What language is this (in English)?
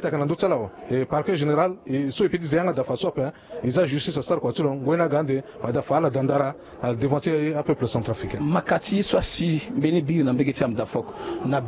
Sango